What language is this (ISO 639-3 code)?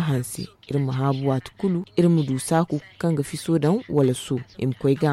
dje